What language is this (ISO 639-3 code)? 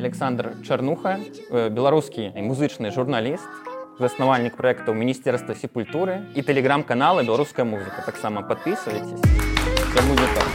bel